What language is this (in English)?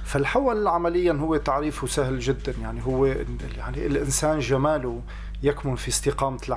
North Levantine Arabic